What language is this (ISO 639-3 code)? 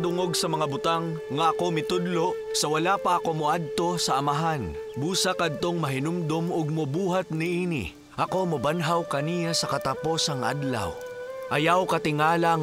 ceb